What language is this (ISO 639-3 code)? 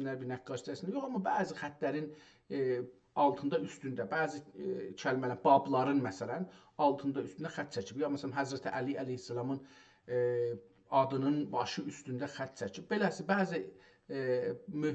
azb